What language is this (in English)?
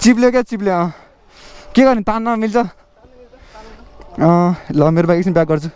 Nepali